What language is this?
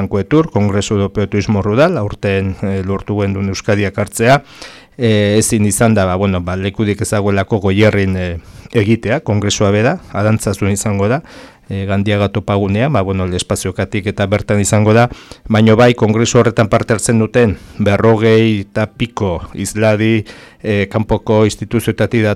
Basque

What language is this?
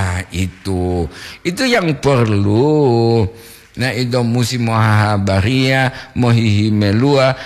Gorontalo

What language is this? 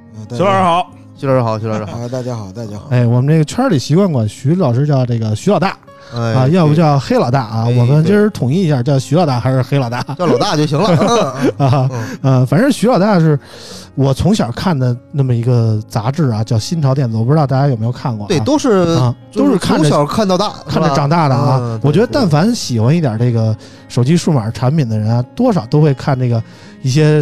Chinese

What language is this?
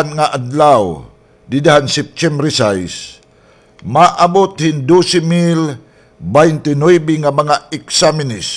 Waray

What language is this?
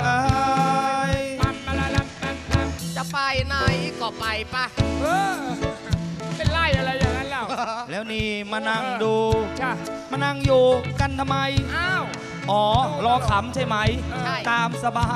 Thai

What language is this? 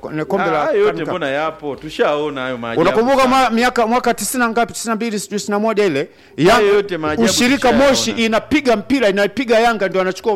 Swahili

